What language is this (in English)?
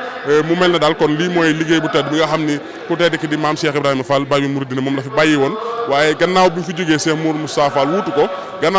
Wolof